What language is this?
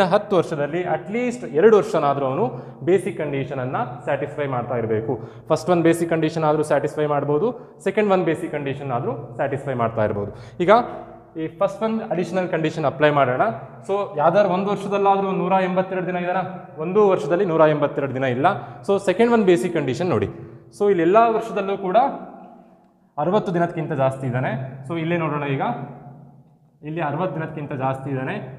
Kannada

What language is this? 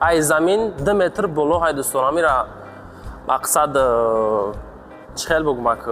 Tajik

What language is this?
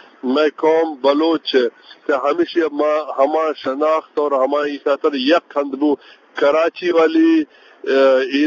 Eastern Balochi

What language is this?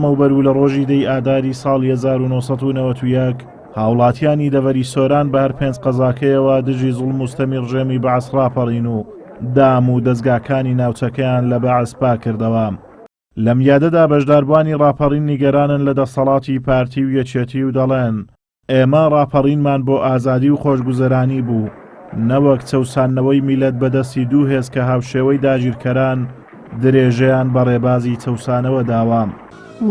Central Kurdish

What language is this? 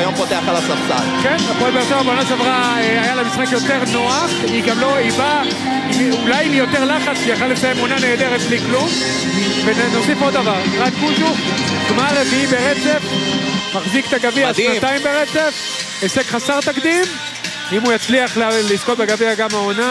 Hebrew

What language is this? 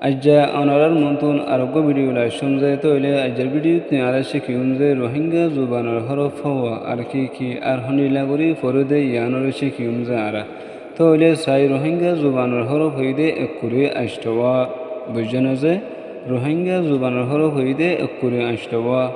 Rohingya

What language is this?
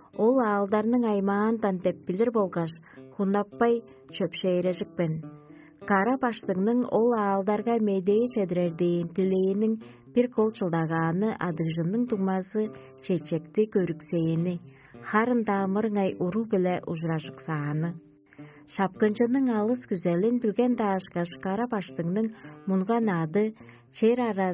Tuvinian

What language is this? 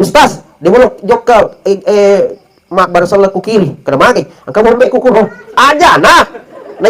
Buginese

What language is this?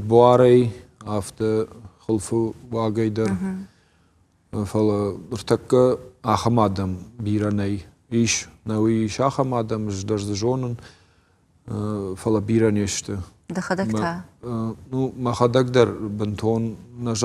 Ossetic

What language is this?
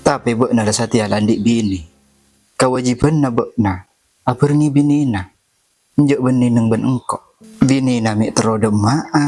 Madurese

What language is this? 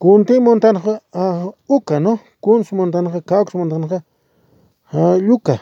Aymara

